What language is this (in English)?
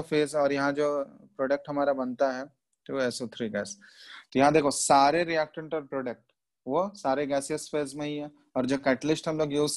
Hindi